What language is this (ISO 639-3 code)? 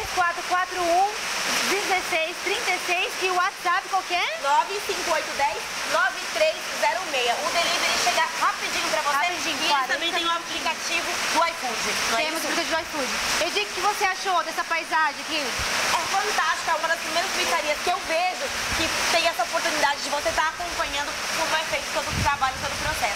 por